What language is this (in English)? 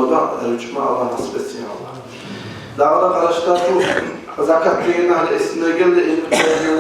Kumyk